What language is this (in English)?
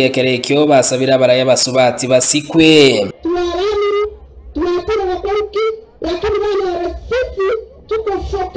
Gusii